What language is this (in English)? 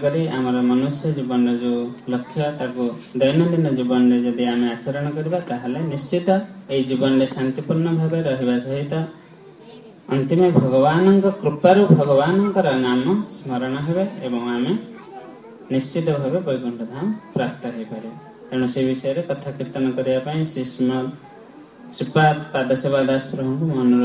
Odia